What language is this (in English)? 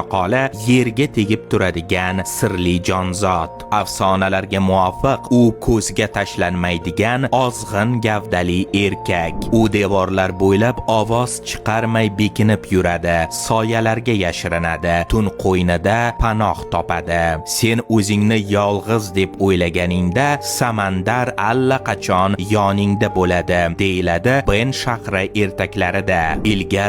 Uzbek